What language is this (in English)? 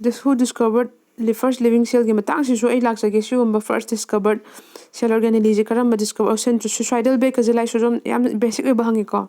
Manipuri